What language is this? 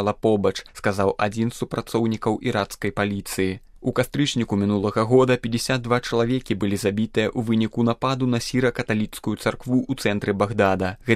Belarusian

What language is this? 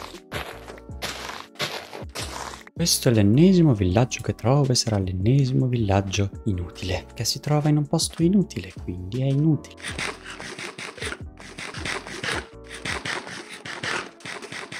Italian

